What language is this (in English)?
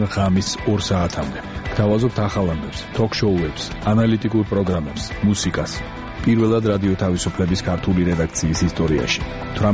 Georgian